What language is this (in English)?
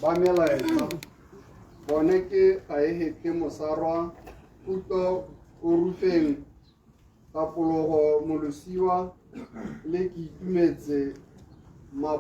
Tswana